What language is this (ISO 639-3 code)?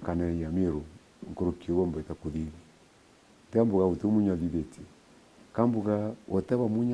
mer